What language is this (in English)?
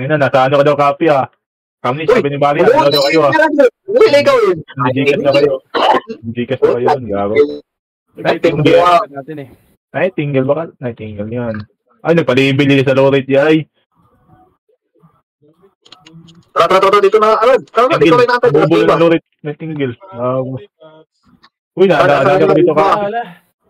Filipino